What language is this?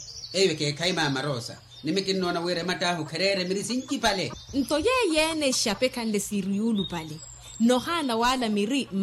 Makhuwa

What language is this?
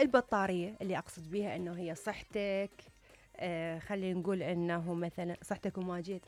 Mesopotamian Arabic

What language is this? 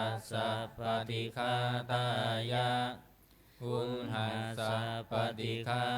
Pali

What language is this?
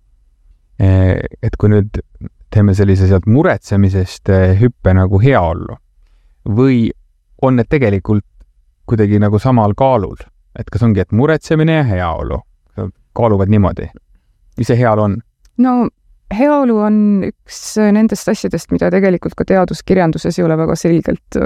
Estonian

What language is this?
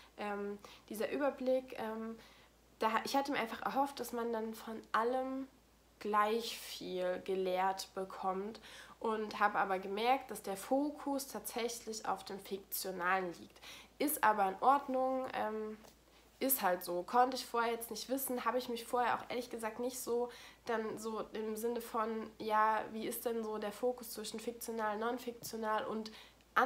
German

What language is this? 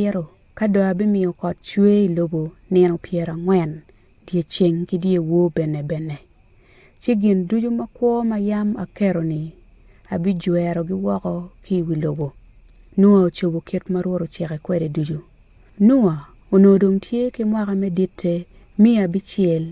Acoli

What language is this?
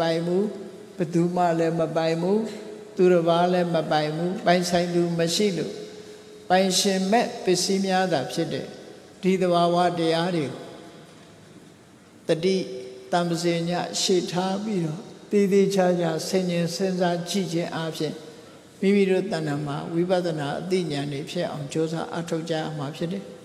Burmese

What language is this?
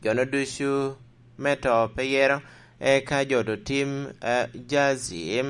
Lango (Uganda)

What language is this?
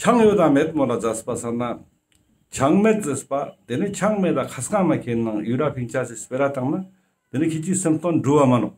Ladakhi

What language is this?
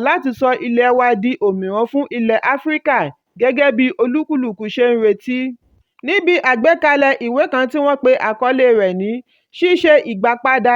Yoruba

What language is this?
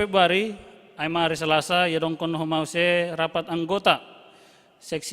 Batak Simalungun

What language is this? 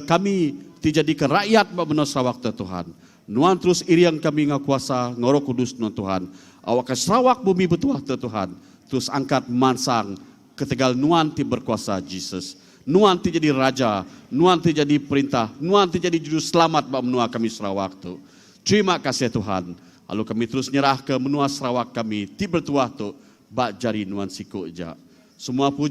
Iban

